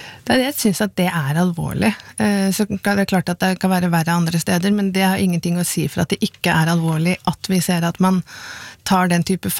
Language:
Norwegian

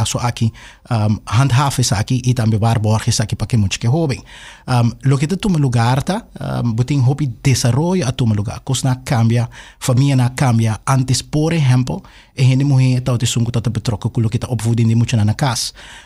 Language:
Papiamento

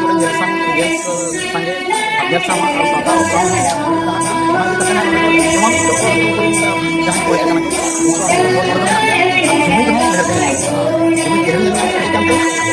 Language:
Santali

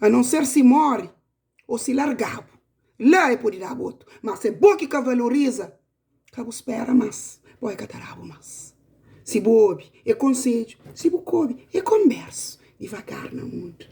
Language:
Kabuverdianu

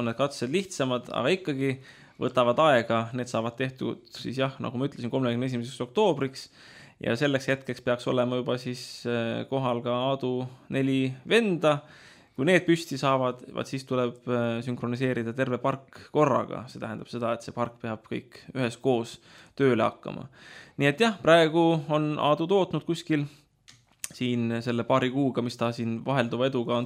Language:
Estonian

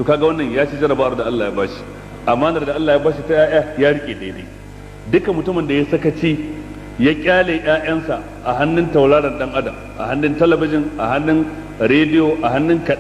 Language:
Hausa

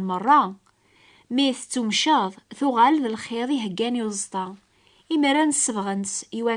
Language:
Kabyle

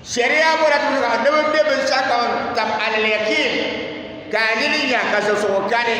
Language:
Dagbani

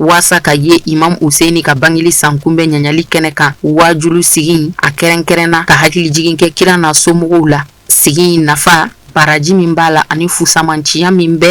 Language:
Bambara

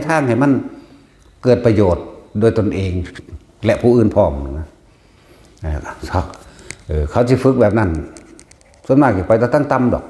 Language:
Northeastern Thai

